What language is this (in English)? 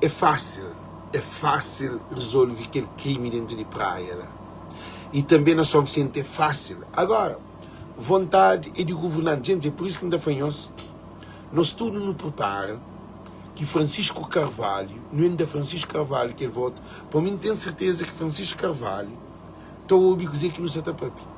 Kabuverdianu